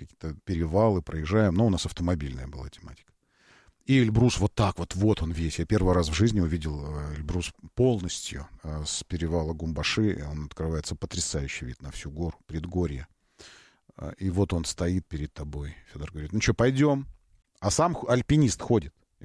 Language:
Russian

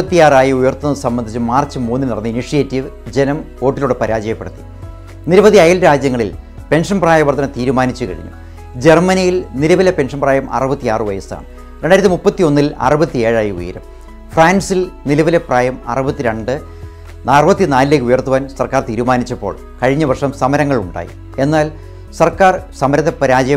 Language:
Malayalam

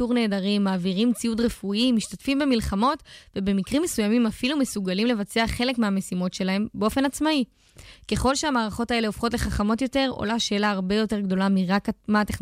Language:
Hebrew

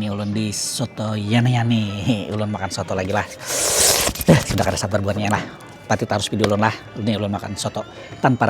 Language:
Banjar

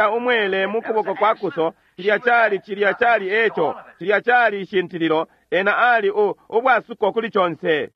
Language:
Bemba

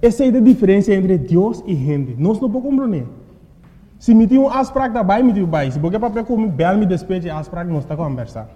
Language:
Papiamento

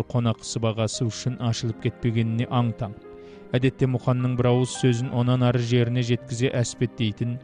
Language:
Kazakh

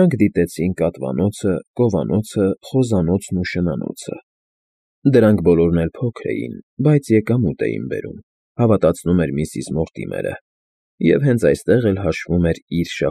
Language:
Armenian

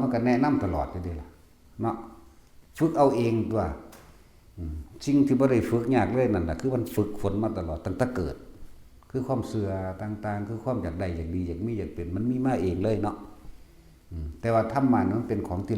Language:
Northeastern Thai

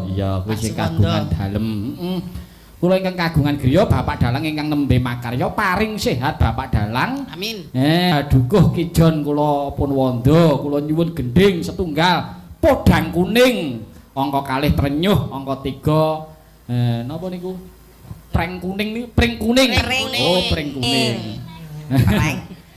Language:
Javanese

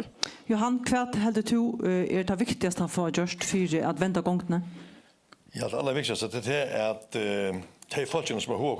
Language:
Faroese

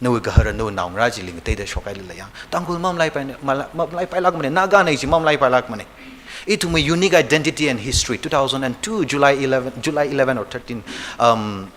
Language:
Tangkhul Naga (India)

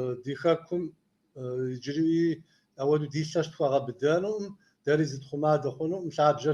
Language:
Kabardian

